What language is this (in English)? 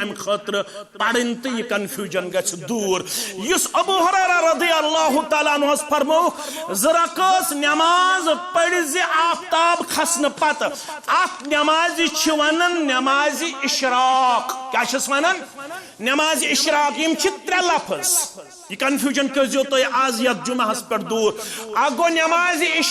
Kashmiri